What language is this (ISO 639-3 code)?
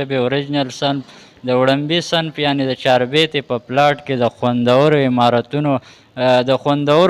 pus